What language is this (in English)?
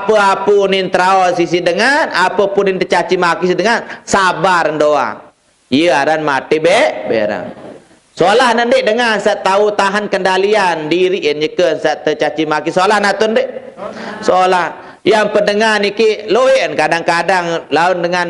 Sasak